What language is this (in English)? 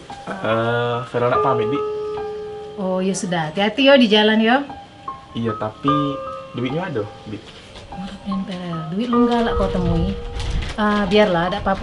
Musi